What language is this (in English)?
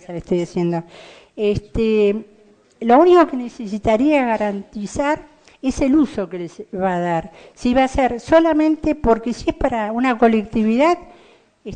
Spanish